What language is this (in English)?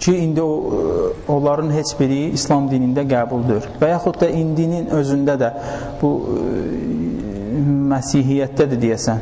Azerbaijani